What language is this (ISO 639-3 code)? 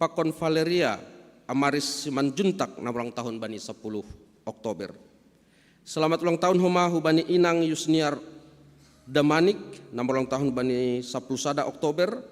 bts